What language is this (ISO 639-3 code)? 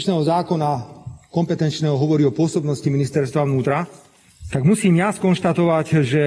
slk